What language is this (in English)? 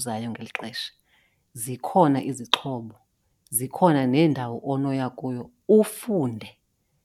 Xhosa